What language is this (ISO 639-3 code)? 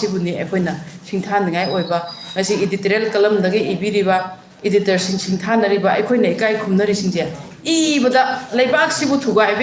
mni